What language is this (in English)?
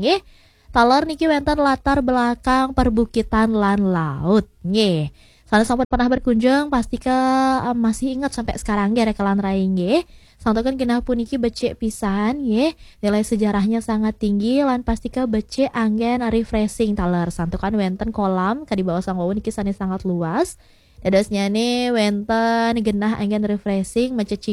Balinese